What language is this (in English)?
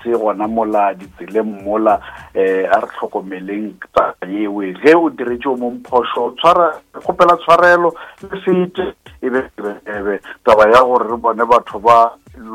Northern Sotho